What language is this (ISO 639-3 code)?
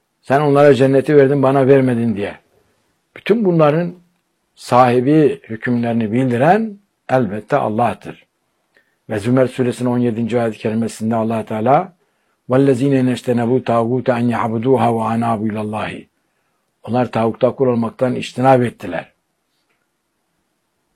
tur